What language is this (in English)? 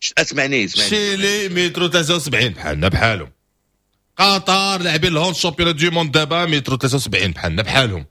Moroccan Arabic